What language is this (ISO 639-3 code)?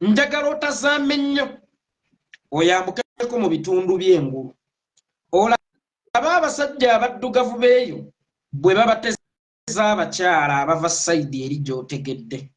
lug